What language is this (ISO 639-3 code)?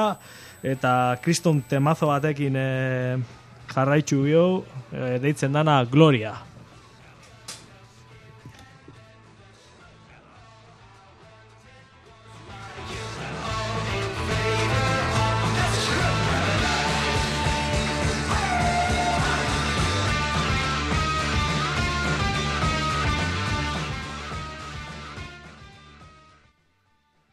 eus